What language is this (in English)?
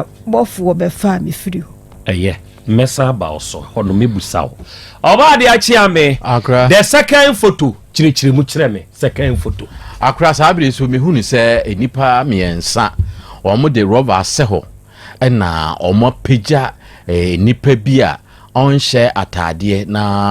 Akan